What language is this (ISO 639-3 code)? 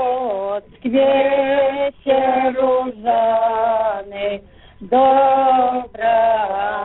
bel